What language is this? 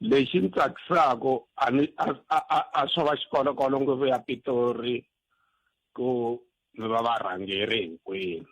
Tsonga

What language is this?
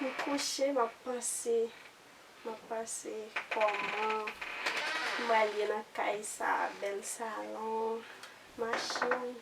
Haitian Creole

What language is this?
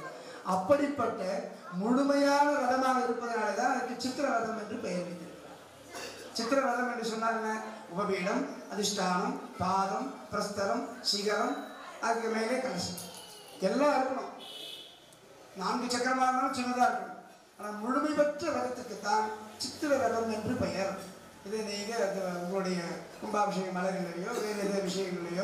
Tamil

